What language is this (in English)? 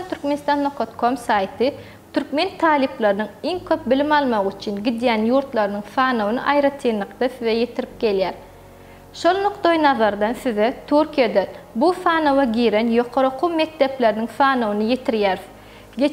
Turkmen